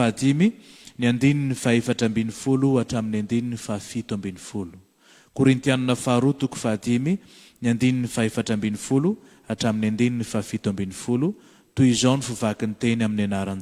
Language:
Malagasy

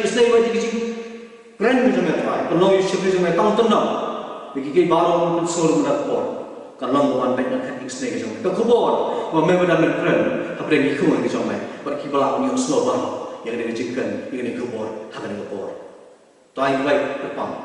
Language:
Khasi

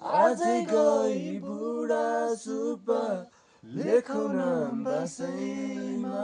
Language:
Nepali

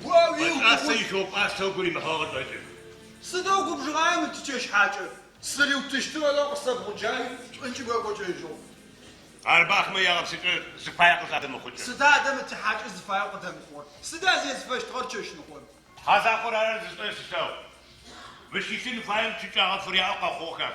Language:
Adyghe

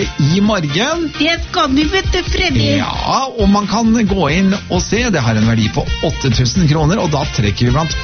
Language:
Norwegian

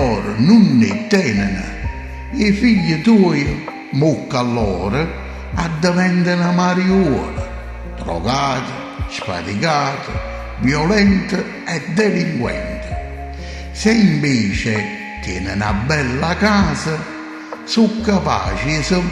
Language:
Neapolitan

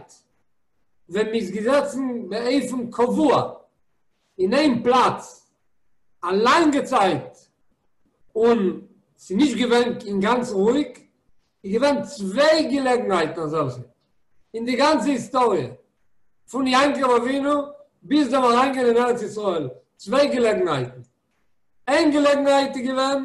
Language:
Yiddish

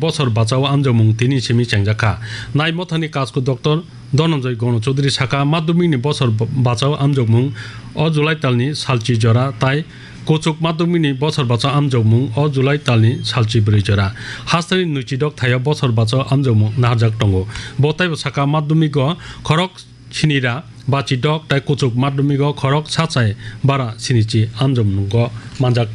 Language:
Kok Borok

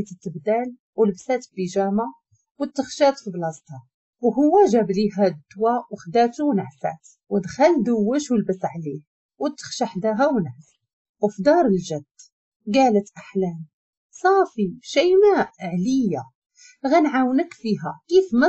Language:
Moroccan Arabic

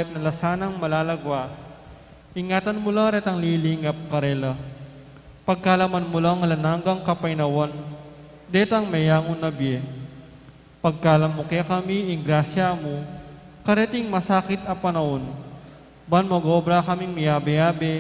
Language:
Pampanga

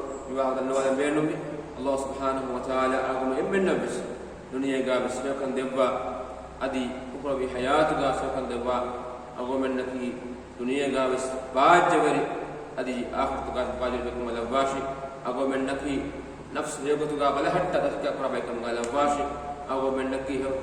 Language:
Divehi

